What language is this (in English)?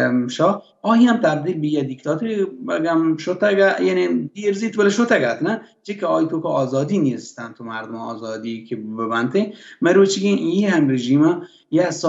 Baluchi